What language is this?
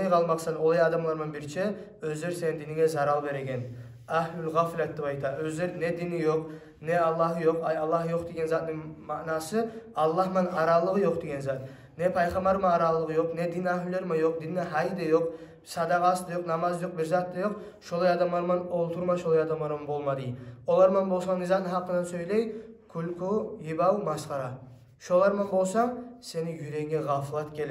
Kumyk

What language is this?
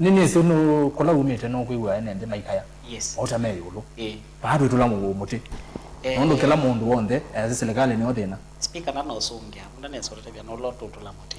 Kamba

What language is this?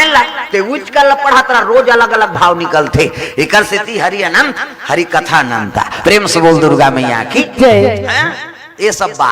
Chhattisgarhi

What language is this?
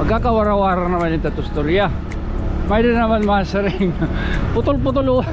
Waray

